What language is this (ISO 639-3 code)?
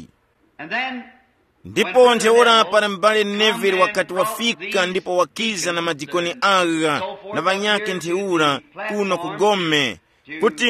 tum